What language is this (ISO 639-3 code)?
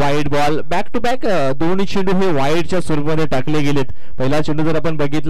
mar